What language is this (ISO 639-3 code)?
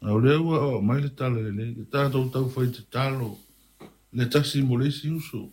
smo